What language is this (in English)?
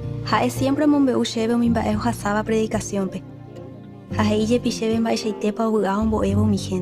Guarani